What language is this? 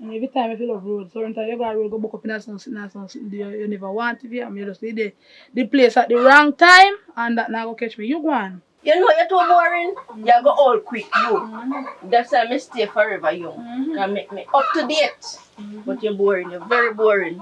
Jamaican Creole English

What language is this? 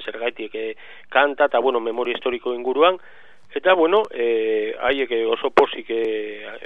Basque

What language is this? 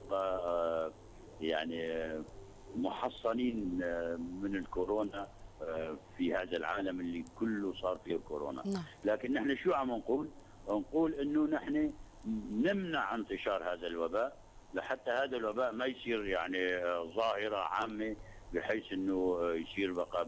North Levantine Arabic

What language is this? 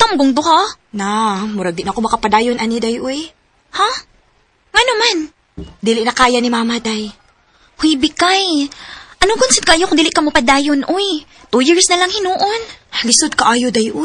Cebuano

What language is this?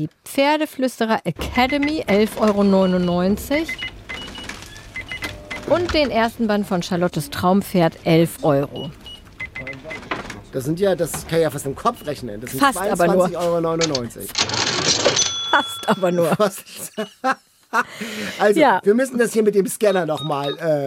German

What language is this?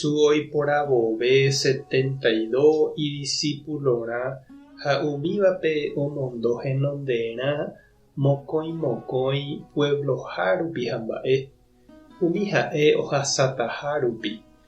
Guarani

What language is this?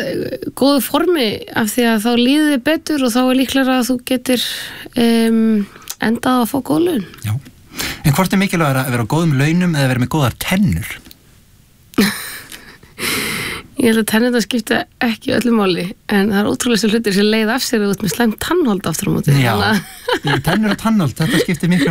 Icelandic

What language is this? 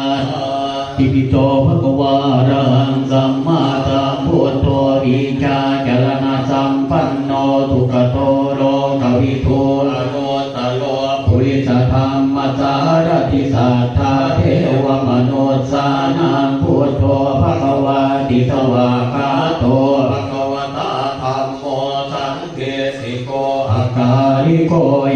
Pali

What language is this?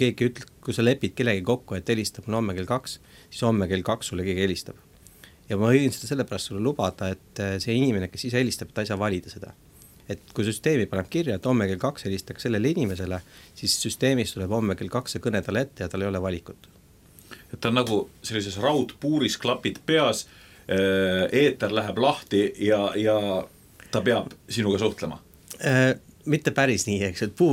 Estonian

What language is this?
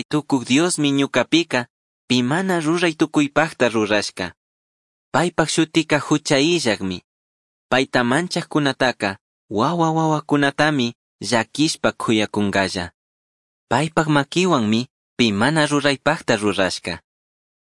Chimborazo Highland Quichua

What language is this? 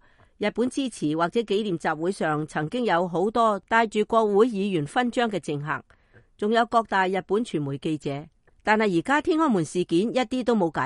Cantonese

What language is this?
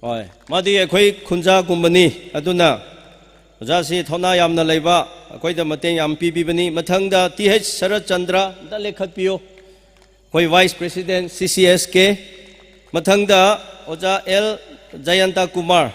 Tangkhul Naga (India)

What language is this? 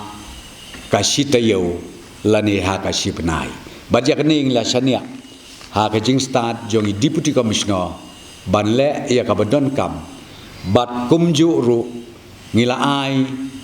Khasi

